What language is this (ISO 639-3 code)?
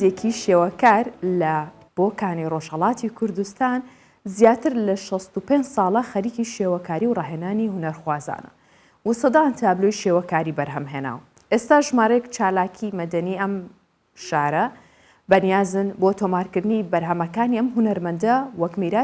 ckb